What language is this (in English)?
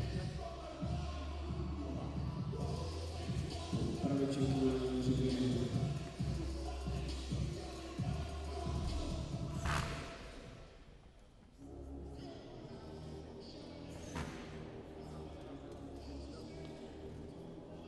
Czech